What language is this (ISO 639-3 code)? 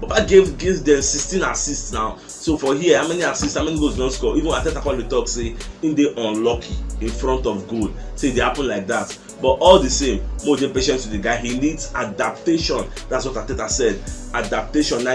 pcm